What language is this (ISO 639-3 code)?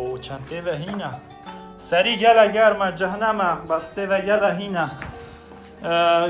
kur